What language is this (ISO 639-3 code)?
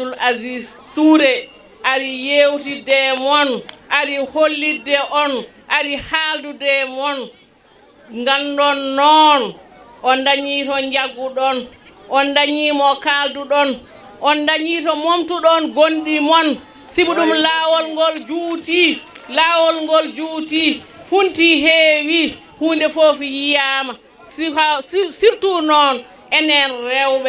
ful